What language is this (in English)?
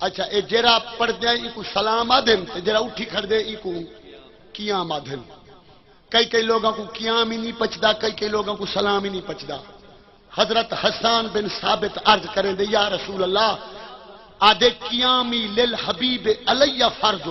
Saraiki